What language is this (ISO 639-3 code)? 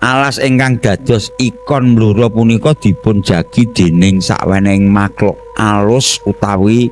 jav